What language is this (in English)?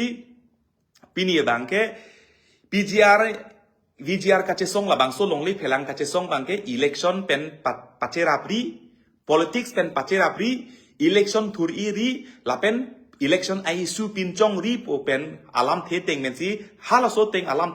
Karbi